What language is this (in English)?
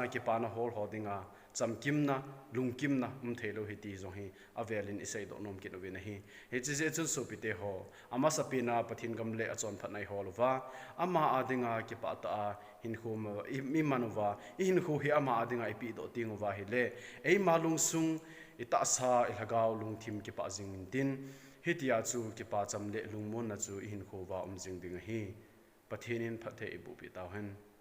Thado Chin